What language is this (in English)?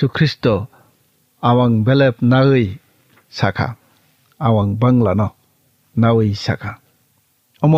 Kok Borok